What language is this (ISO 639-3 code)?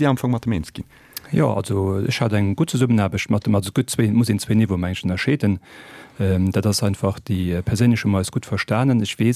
ltz